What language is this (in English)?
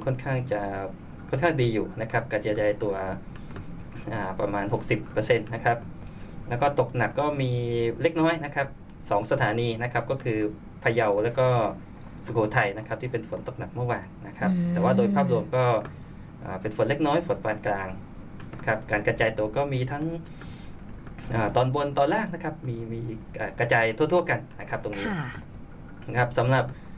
Thai